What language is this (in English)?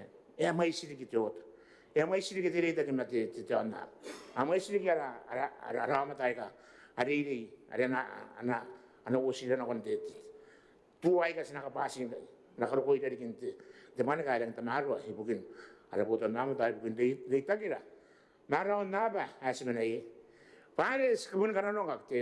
Gilbertese